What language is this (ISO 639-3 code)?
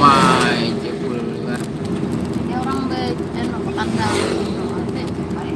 bjn